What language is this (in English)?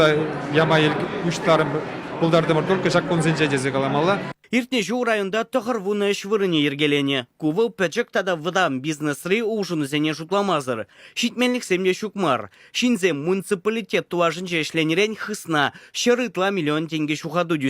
Chuvash